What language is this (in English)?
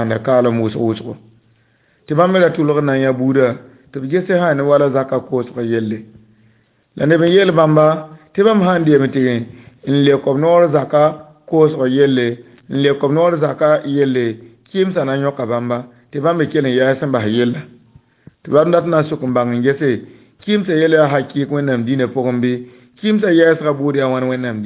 Mossi